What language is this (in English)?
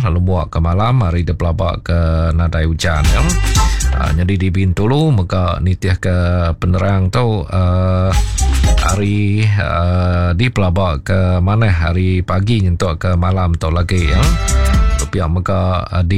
Iban